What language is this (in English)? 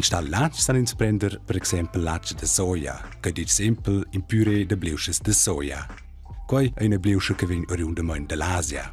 Romansh